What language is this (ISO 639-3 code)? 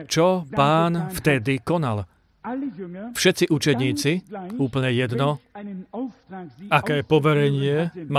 slk